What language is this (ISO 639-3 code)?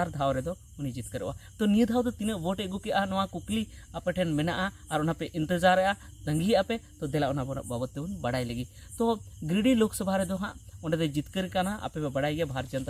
sat